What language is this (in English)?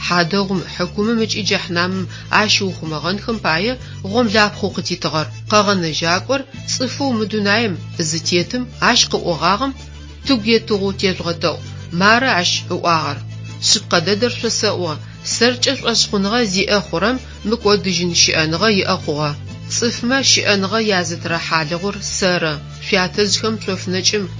Adyghe